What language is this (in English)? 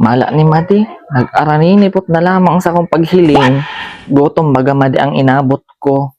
Bikol